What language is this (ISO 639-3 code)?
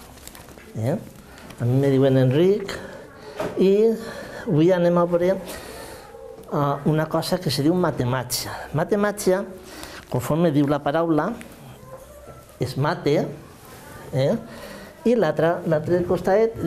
cat